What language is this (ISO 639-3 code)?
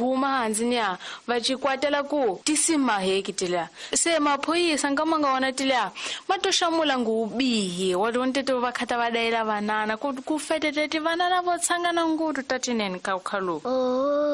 tso